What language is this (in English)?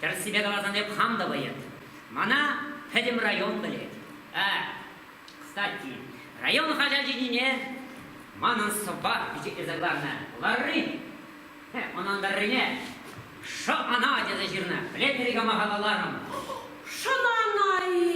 Chuvash